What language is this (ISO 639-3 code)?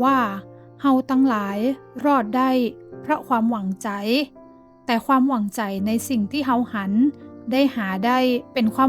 nod